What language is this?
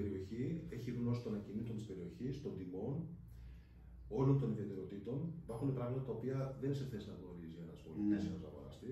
Greek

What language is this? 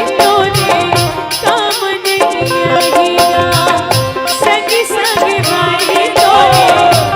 Chhattisgarhi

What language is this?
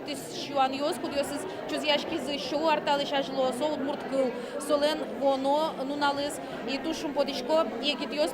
Udmurt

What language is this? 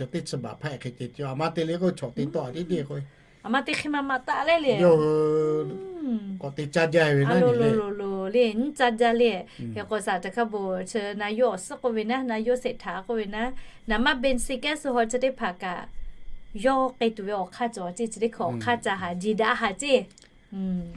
Lahu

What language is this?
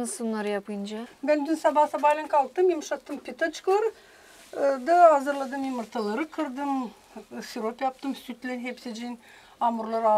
Gagauz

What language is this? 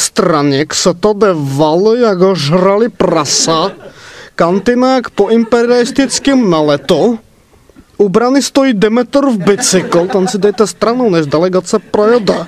Czech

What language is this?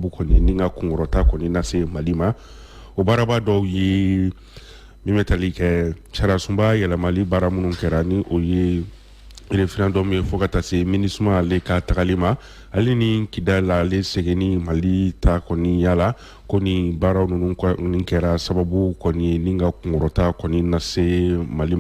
Bambara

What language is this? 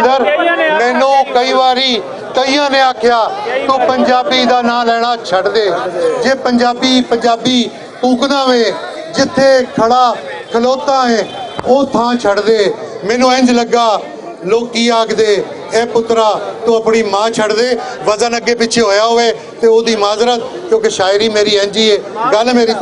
Western Panjabi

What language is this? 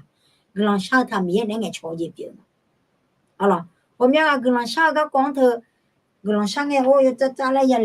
Akha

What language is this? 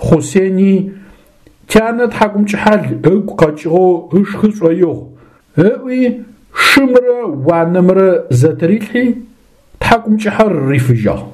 Adyghe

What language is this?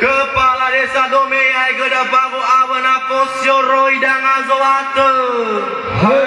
Nias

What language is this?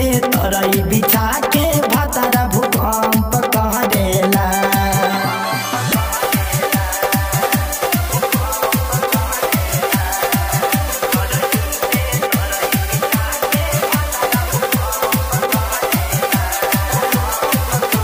Bhojpuri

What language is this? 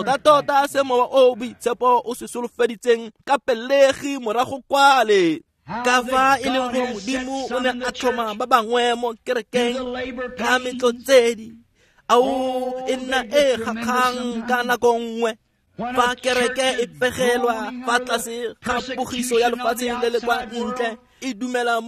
Tswana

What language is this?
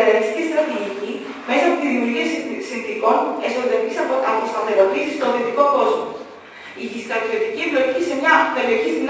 Greek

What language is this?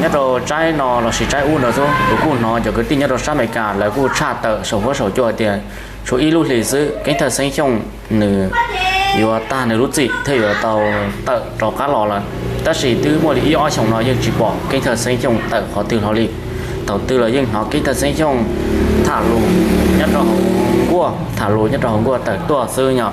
Hmong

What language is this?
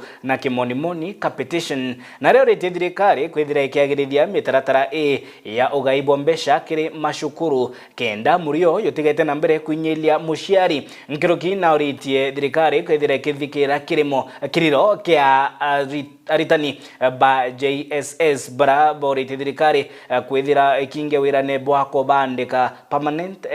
Meru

